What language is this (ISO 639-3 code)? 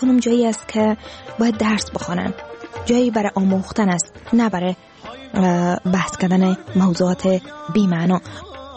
fas